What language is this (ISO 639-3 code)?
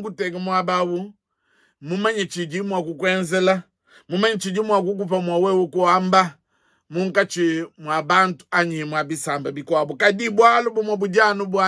lua